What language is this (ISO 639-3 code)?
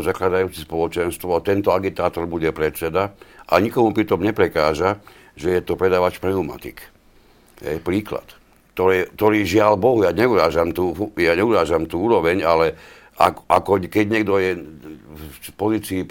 slk